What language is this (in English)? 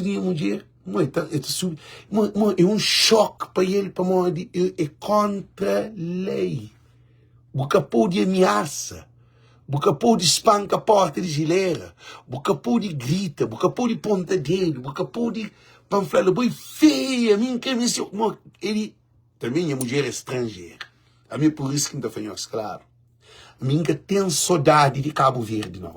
Kabuverdianu